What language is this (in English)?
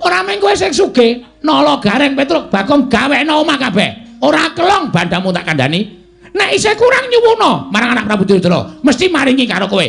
Javanese